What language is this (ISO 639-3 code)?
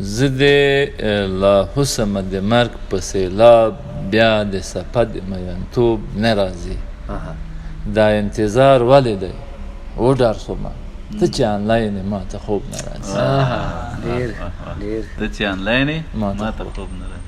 pus